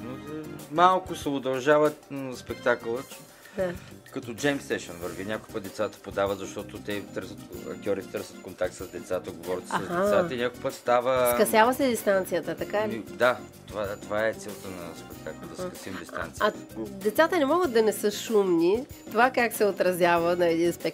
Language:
Bulgarian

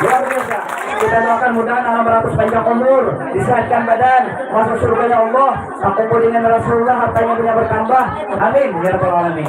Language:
Banjar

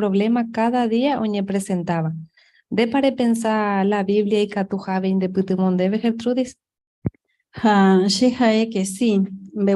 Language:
Guarani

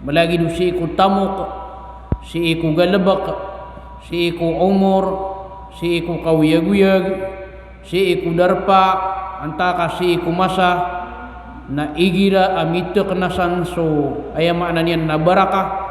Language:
Maranao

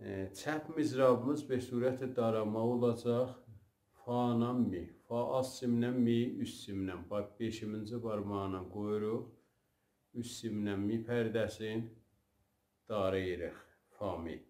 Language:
South Azerbaijani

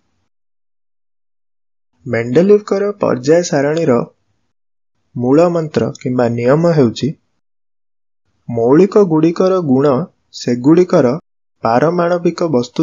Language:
Odia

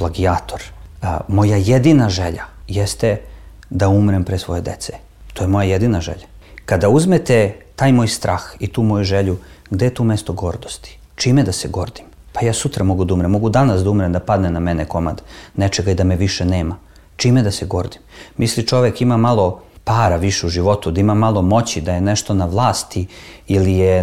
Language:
Serbian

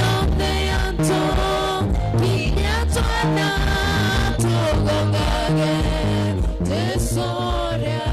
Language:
Meru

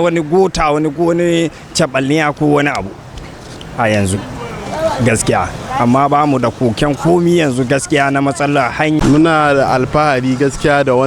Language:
Hausa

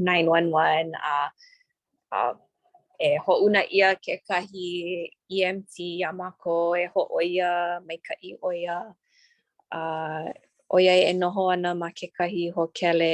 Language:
Hawaiian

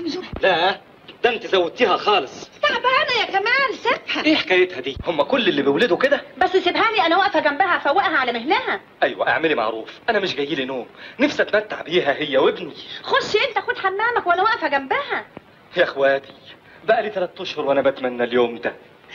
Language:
Egyptian Arabic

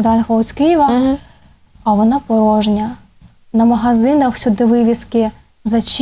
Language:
Ukrainian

